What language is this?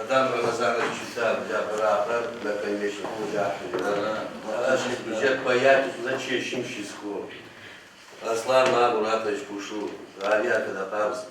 Adyghe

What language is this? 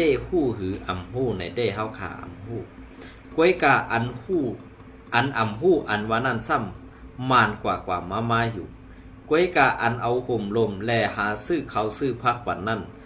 Shan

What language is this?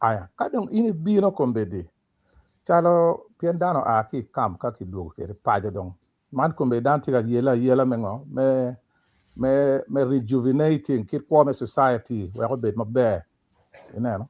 Acoli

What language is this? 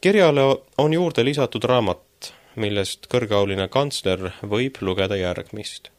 Estonian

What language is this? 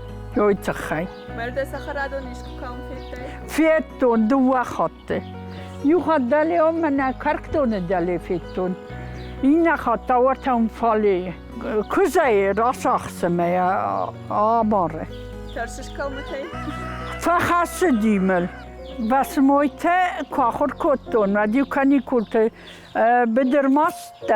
Ossetic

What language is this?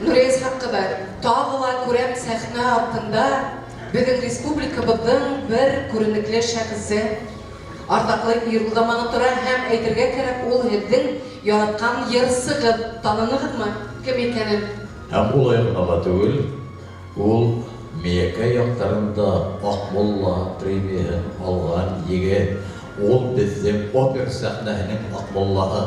Bashkir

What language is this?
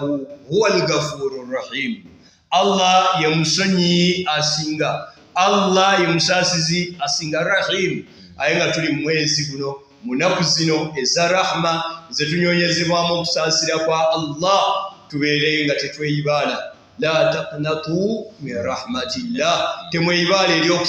Ganda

